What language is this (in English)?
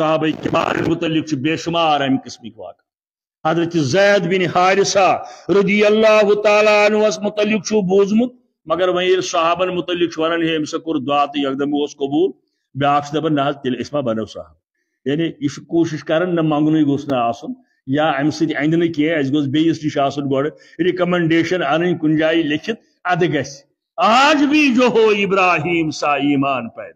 Kashmiri